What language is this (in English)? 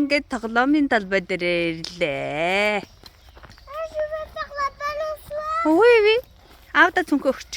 Mongolian